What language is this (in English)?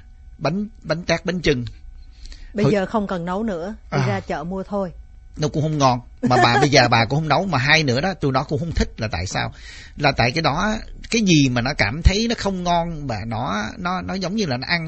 Vietnamese